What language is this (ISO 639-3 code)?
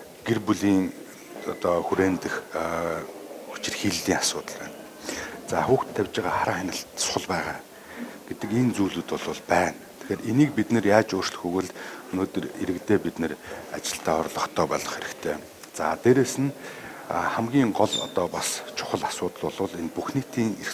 mon